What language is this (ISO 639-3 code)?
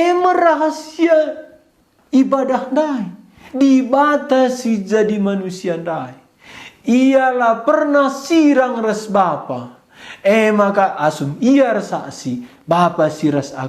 btx